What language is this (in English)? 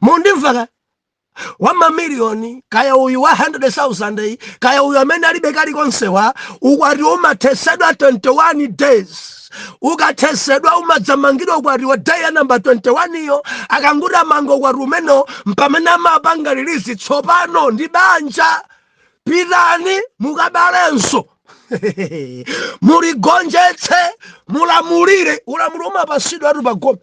Nyanja